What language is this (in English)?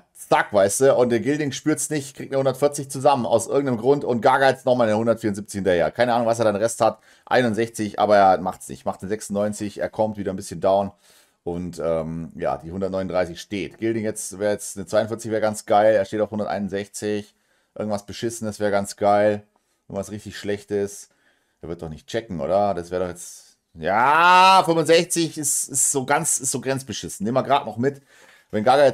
German